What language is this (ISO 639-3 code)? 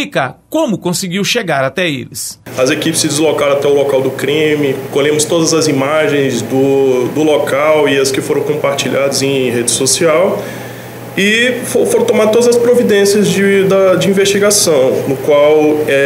por